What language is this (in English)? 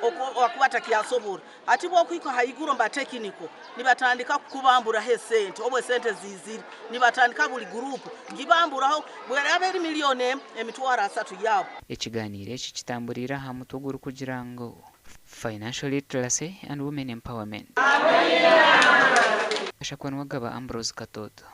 Nyankole